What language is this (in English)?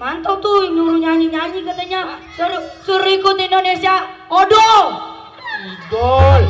Betawi